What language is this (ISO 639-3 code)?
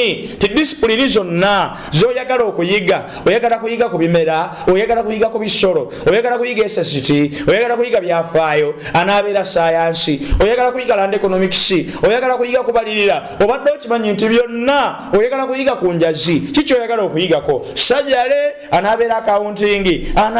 lug